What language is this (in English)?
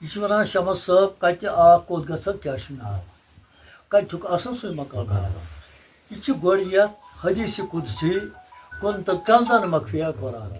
Kashmiri